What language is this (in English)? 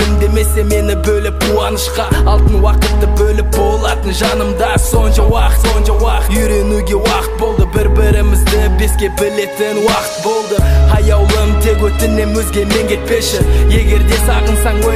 Kazakh